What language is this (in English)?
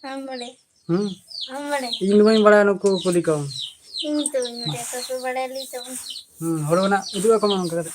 Santali